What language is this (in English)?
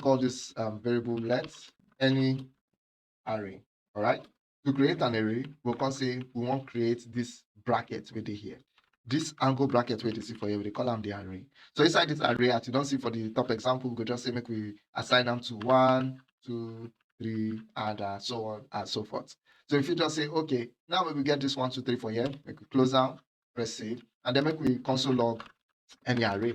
Nigerian Pidgin